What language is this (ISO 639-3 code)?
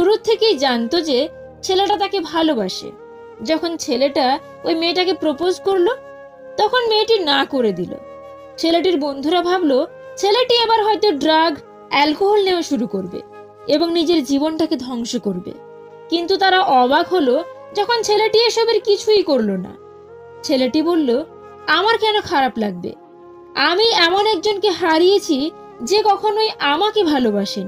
ben